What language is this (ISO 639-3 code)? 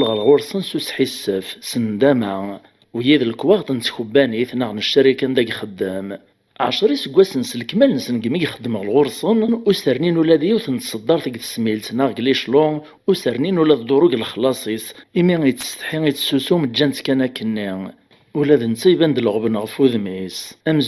kab